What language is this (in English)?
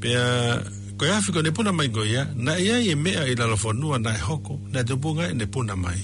Tongan